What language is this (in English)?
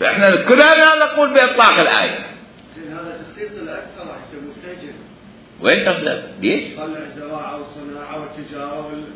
Mesopotamian Arabic